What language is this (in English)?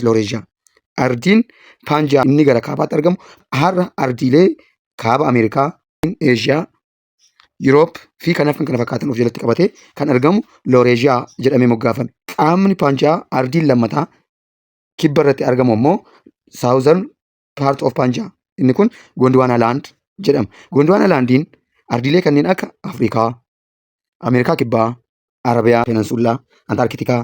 Oromo